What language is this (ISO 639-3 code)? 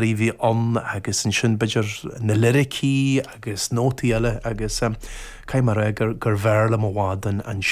gle